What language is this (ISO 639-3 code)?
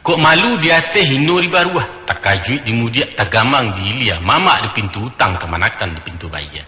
min